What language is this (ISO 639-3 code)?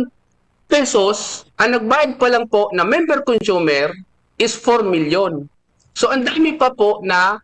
bik